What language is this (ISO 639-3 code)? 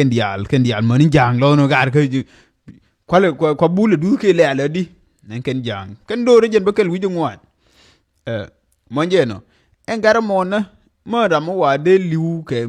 nus